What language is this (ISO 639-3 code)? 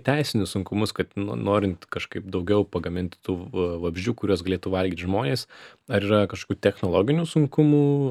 lit